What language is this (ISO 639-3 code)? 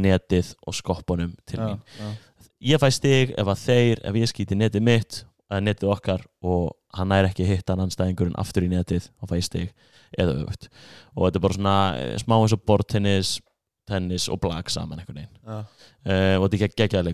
isl